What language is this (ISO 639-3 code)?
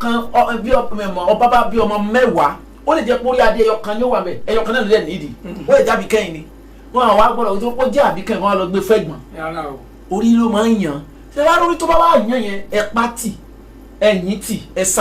yor